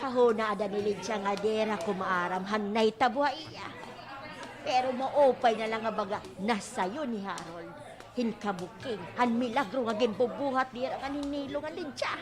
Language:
Waray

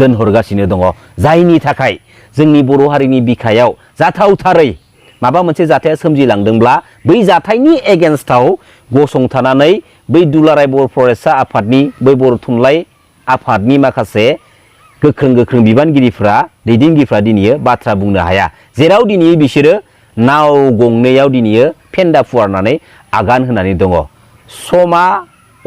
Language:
Bodo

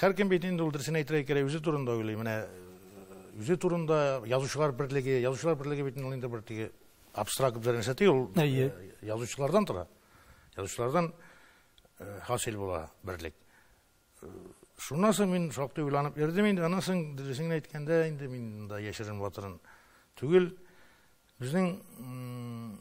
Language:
Tatar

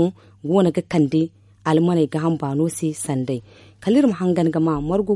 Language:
Zarma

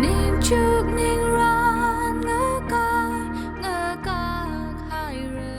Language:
Tangkhul Naga (India)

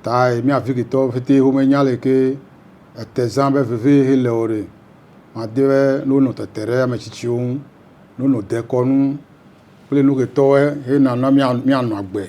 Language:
Ewe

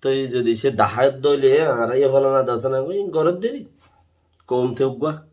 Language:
Rohingya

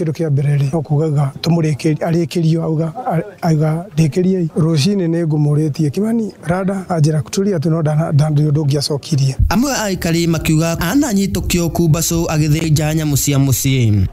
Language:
Kikuyu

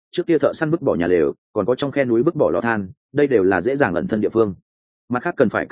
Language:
Vietnamese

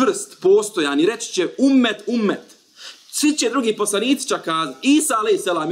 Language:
Bosnian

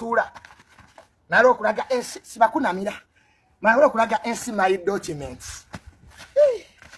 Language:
Ganda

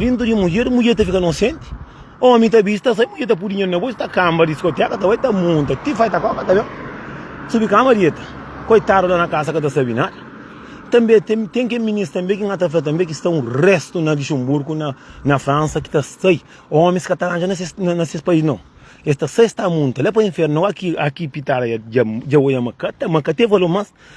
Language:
Kabuverdianu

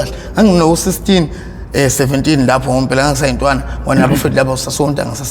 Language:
Zulu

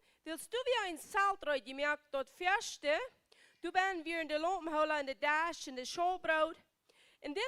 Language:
Plautdietsch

